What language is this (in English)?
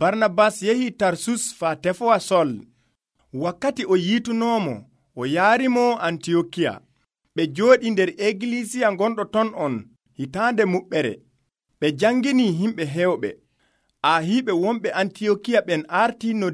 Nigerian Fulfulde